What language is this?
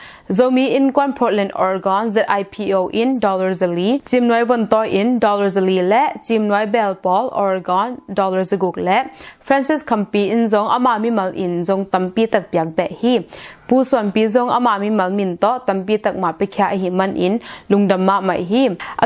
Tedim Chin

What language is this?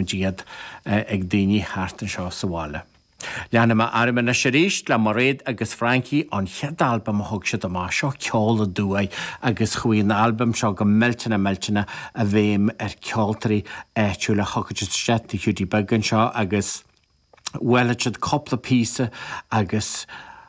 Irish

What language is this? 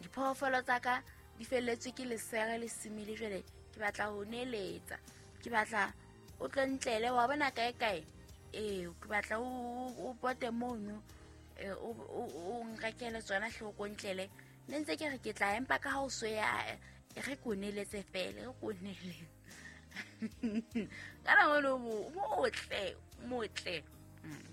Southern Sotho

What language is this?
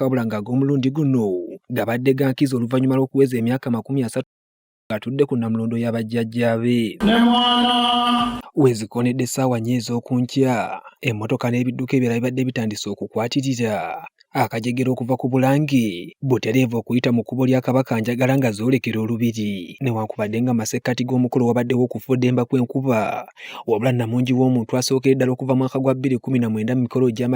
Ganda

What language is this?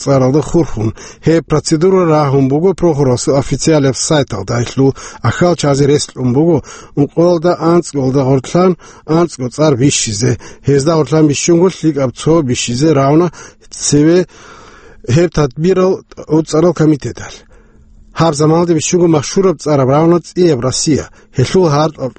Avaric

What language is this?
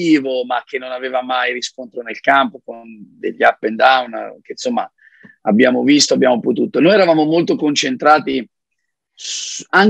Italian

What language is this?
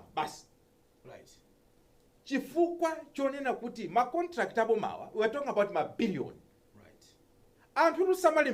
Nyanja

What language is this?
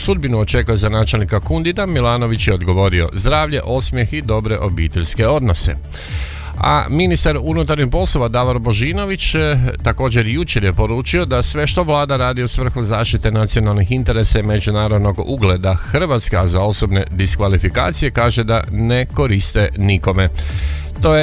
Croatian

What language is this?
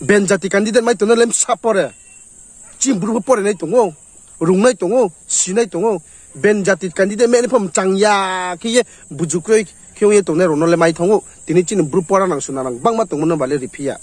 Riang (India)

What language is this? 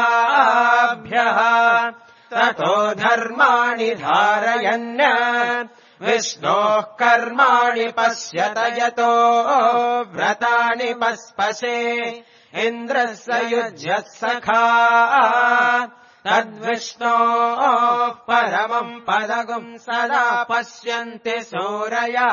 Sanskrit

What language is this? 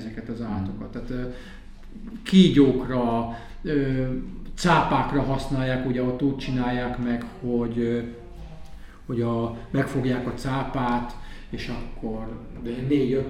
Hungarian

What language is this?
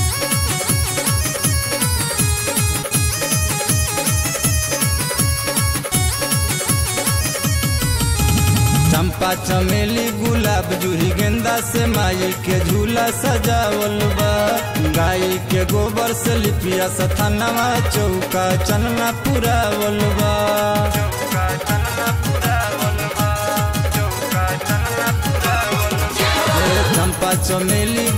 Bhojpuri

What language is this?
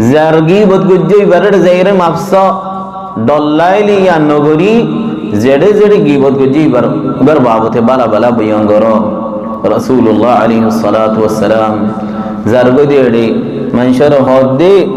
Rohingya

